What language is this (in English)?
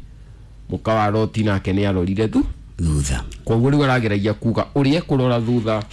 Kikuyu